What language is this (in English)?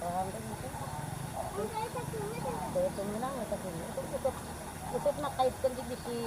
Sundanese